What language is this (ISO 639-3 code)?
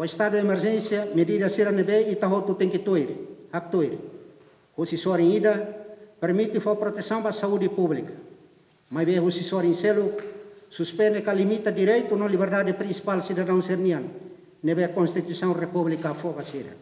tet